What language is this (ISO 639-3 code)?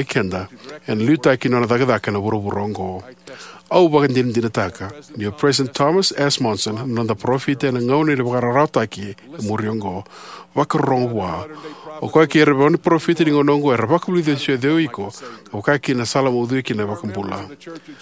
fij